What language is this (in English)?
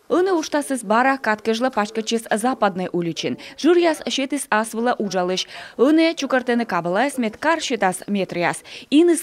Komi